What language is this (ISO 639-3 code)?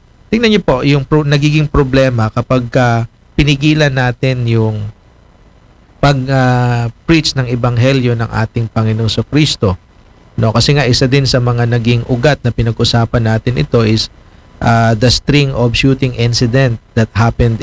fil